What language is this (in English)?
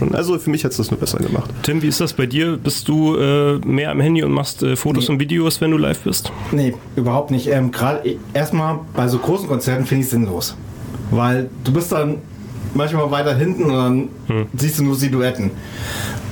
German